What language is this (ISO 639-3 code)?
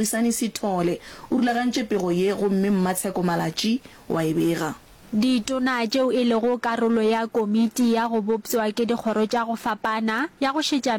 nso